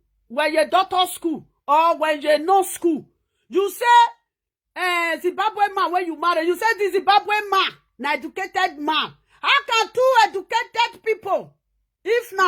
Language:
Nigerian Pidgin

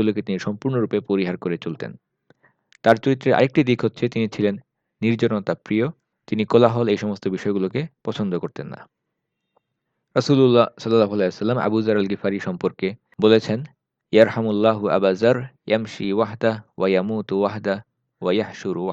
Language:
Bangla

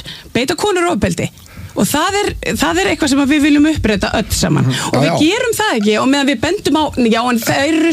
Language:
Icelandic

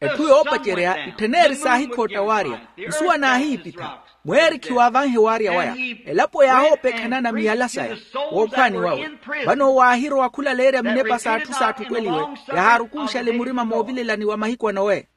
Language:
Makhuwa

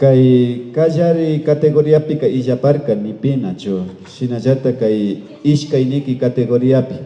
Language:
Imbabura Highland Quichua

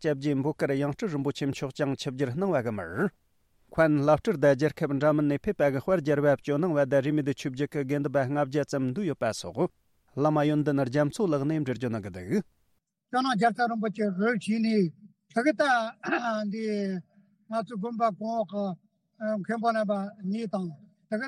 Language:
Tibetan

